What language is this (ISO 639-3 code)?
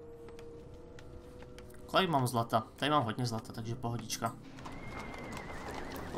ces